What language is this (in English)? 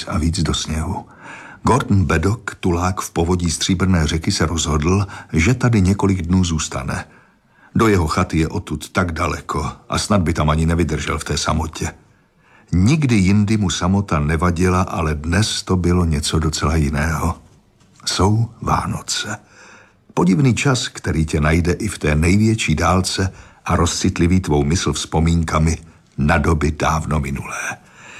Czech